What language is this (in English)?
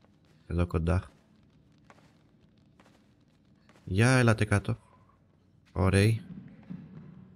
Greek